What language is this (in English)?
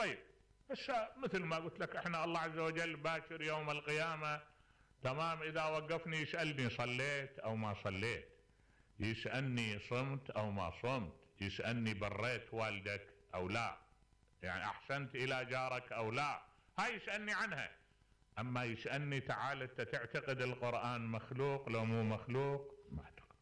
Mesopotamian Arabic